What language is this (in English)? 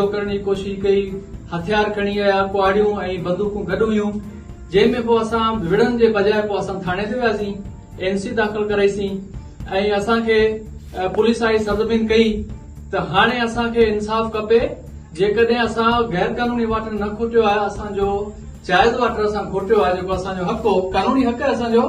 Sindhi